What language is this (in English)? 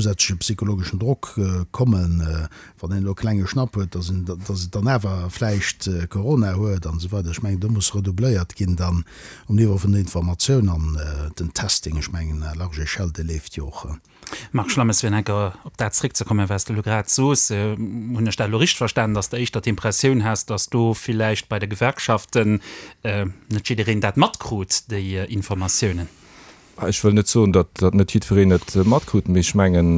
Luxembourgish